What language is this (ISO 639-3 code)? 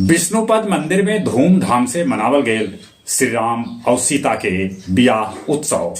mag